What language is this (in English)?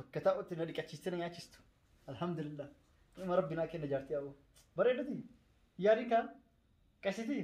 Oromo